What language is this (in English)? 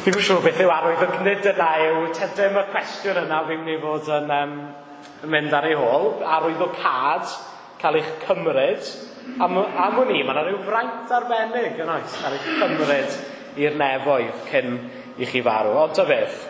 Welsh